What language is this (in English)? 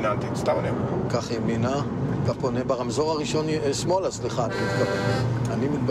Hebrew